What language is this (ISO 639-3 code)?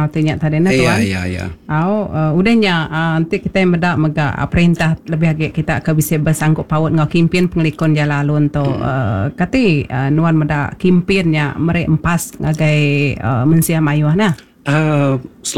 iba